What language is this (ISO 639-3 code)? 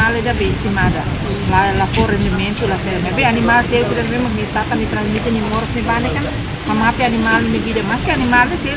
tet